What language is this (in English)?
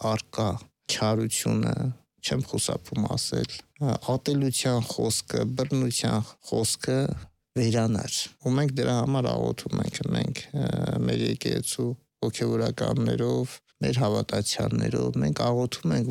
Armenian